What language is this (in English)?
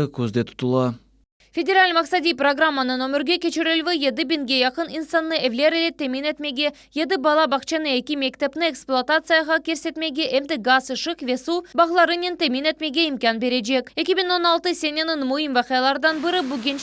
Crimean Tatar